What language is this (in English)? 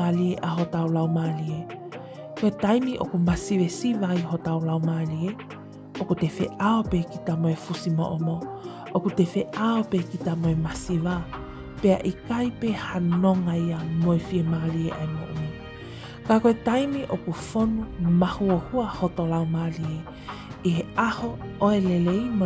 Tongan